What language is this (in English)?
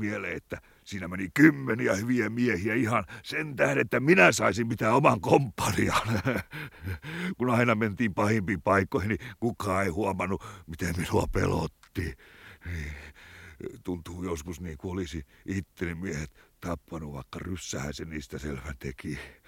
Finnish